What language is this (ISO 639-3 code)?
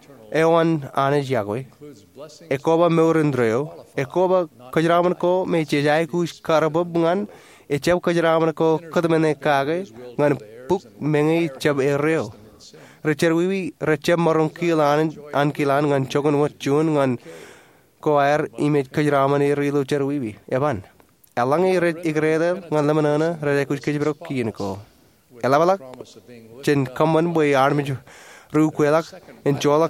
mah